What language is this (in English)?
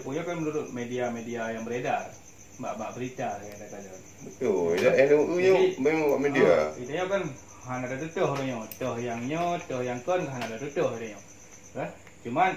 Achinese